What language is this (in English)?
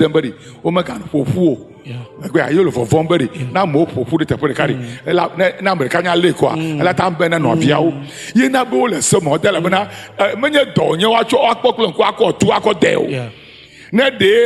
Ewe